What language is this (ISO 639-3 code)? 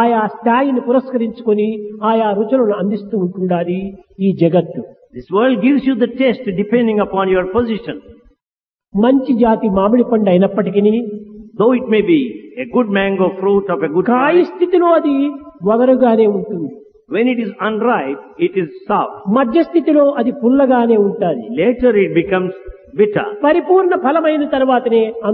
tel